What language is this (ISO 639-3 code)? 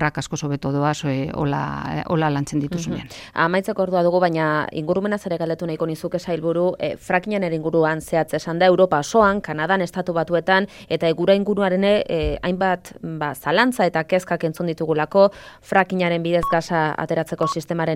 eus